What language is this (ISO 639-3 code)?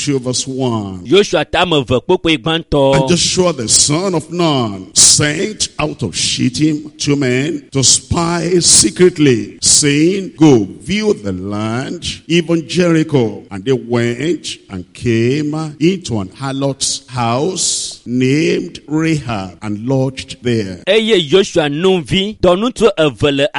ewe